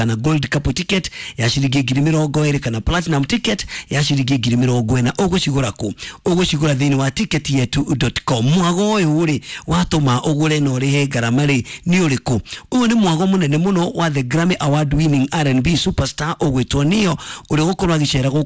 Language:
Kikuyu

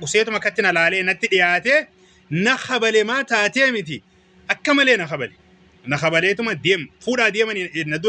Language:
Oromo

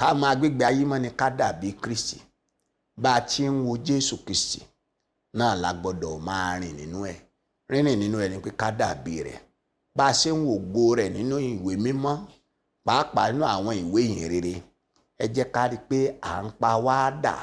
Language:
Yoruba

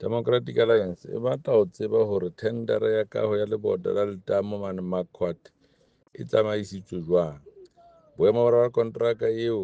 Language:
Southern Sotho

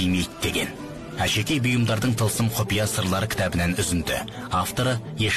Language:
Kazakh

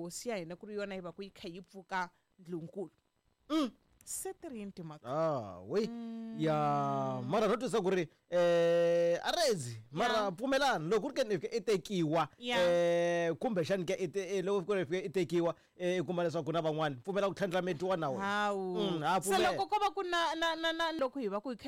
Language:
Tsonga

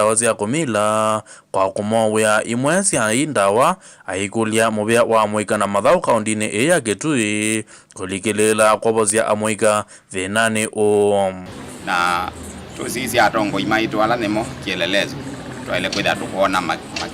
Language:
Kamba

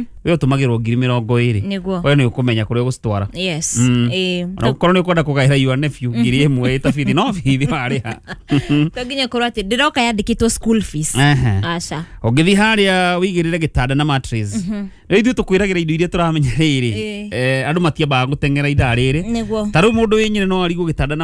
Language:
Kikuyu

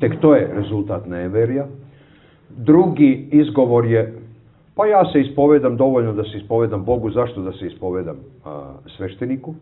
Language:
Serbian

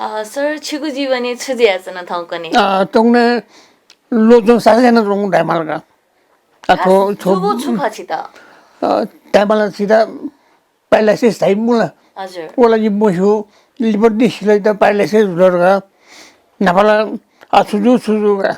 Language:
Newari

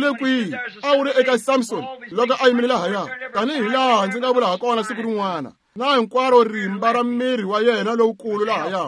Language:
Tsonga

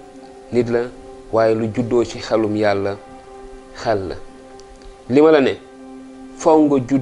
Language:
Wolof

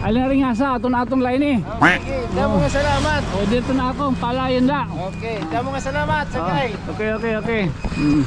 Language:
Waray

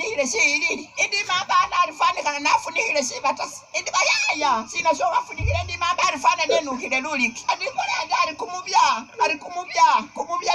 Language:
Masaaba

